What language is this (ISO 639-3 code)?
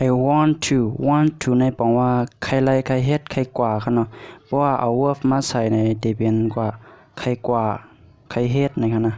shn